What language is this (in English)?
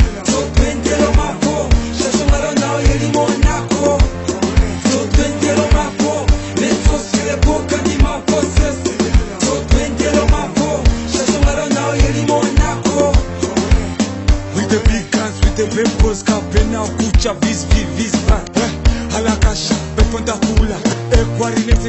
Swahili